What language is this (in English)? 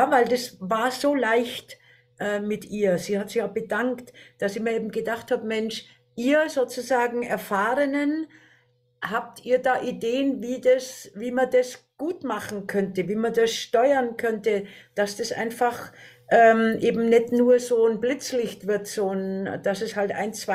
German